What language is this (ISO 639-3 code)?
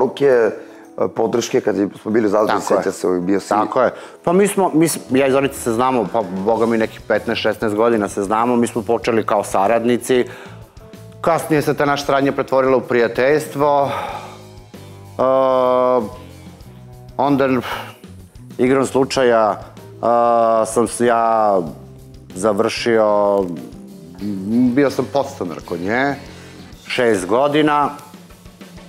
srp